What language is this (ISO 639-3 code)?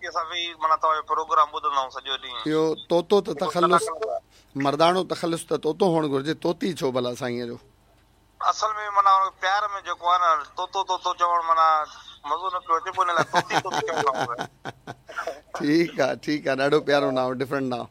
snd